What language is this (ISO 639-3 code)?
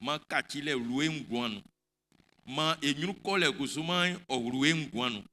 bci